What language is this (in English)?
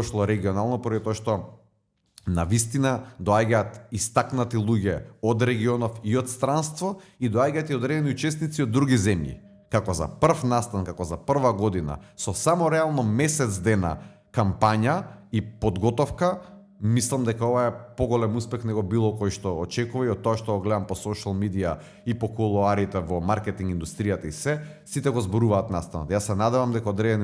Macedonian